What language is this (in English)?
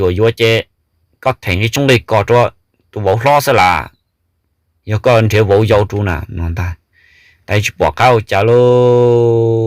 Hmong